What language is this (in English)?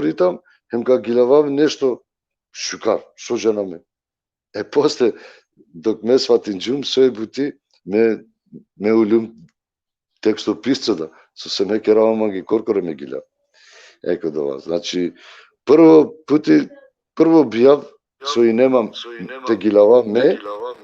Balkan Romani